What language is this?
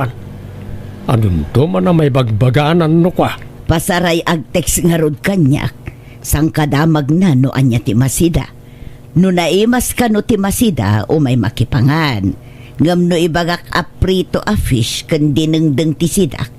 Iloko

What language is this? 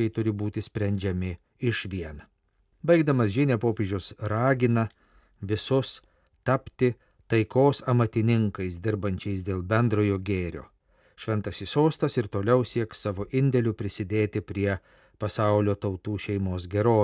Lithuanian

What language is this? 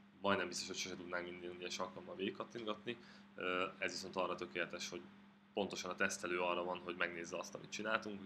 Hungarian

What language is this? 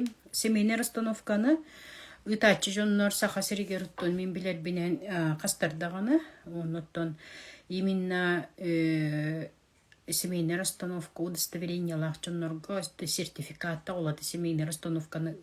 Yakut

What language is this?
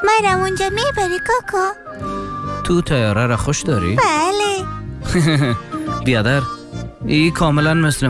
Persian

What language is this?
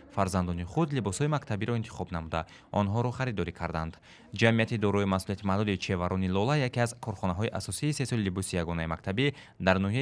Tajik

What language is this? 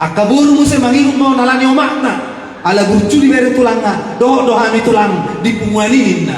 Batak Toba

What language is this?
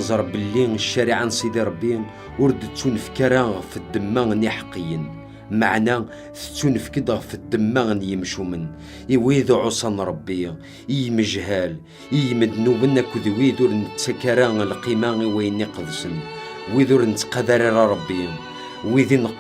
Kabyle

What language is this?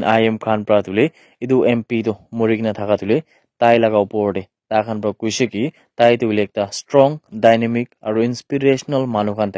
Naga Pidgin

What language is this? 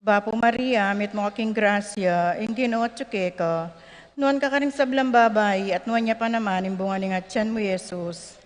Pampanga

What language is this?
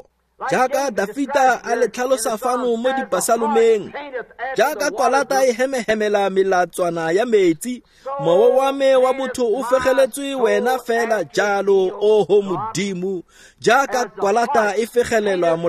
Tswana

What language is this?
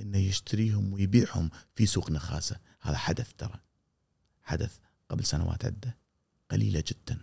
Gulf Arabic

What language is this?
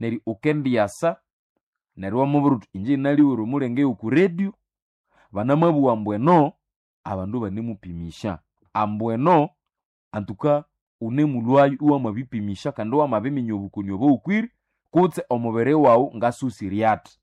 Nande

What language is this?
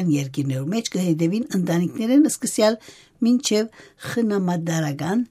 Western Armenian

